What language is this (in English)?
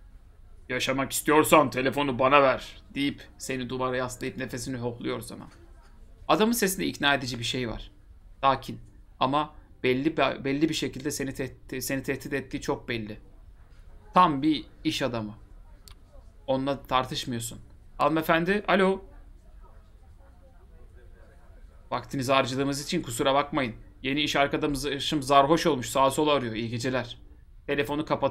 Turkish